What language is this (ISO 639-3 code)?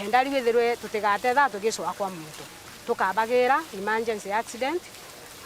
mer